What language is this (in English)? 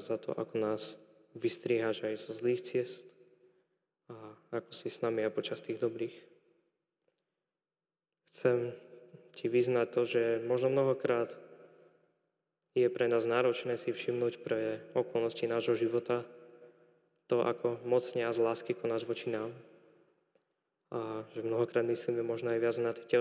Slovak